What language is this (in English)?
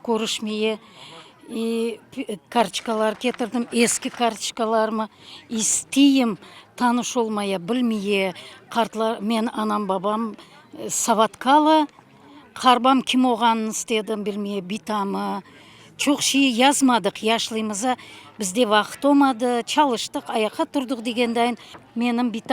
Crimean Tatar